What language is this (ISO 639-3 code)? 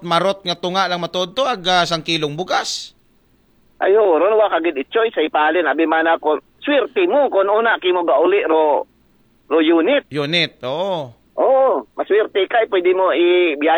akl